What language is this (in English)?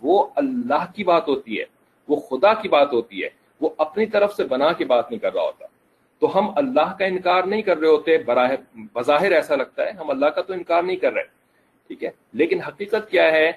Urdu